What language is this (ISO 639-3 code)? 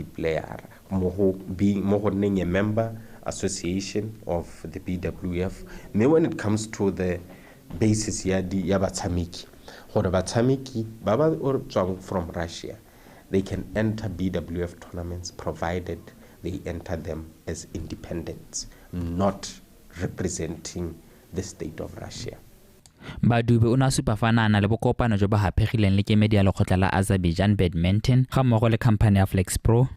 tsn